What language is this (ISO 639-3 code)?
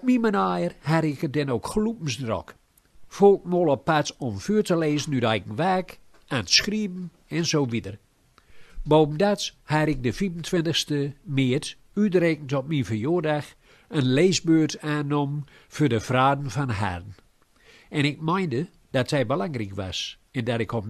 gos